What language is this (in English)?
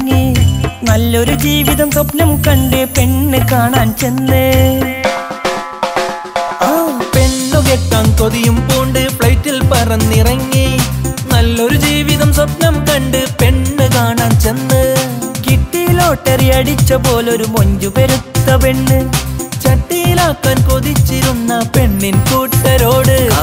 Malayalam